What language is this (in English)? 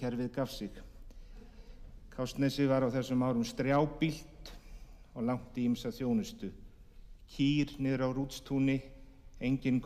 Icelandic